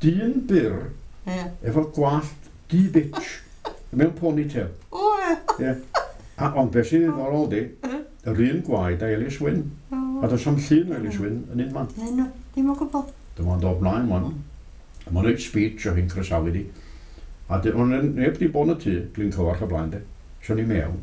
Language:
Welsh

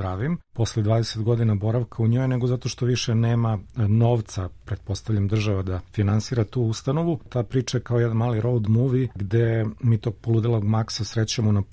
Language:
Serbian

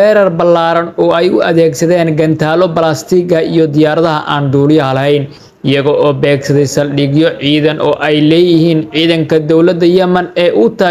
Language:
Somali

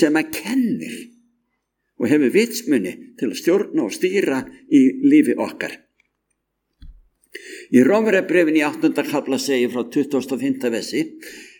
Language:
Icelandic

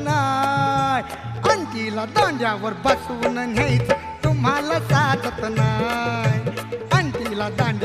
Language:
Marathi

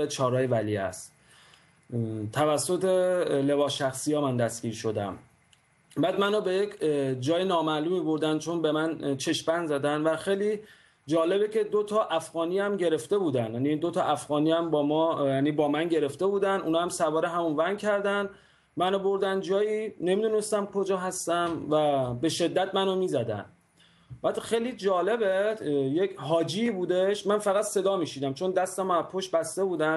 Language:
Persian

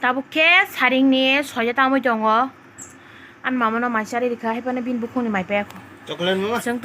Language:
Kok Borok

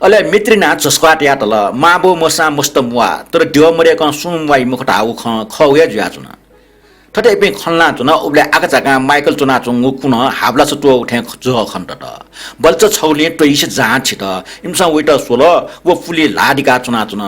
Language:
Newari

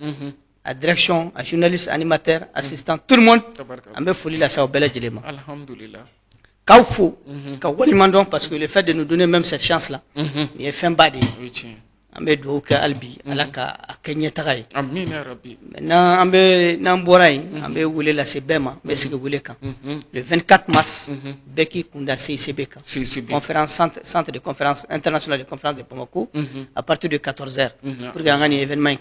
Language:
Bambara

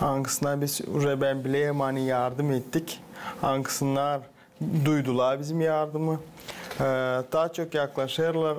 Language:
Gagauz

